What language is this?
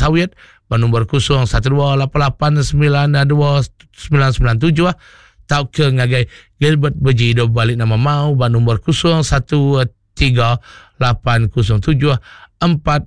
Iban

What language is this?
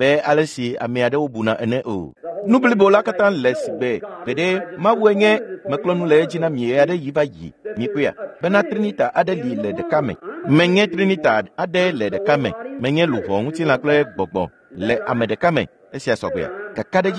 Ewe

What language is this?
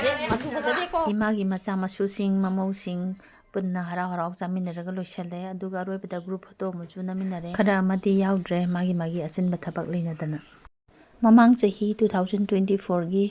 Manipuri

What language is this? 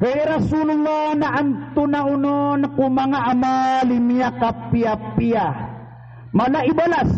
Maranao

